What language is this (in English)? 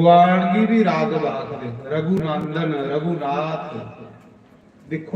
Dogri